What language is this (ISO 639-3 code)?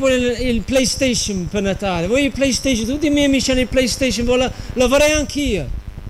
ita